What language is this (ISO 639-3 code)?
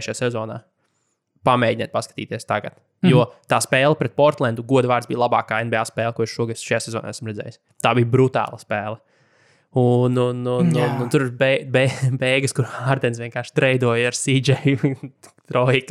lav